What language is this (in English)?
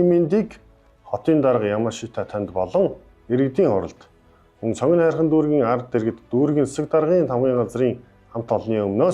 Mongolian